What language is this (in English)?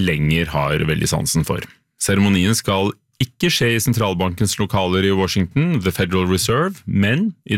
Norwegian